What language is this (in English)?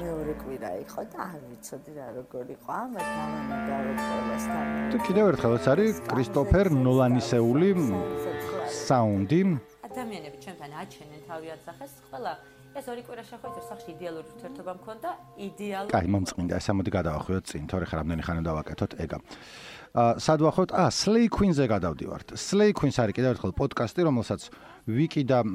Georgian